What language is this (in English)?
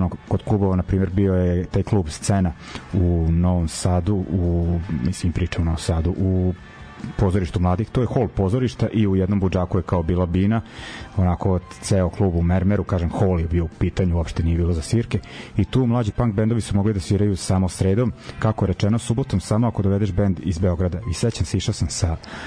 Serbian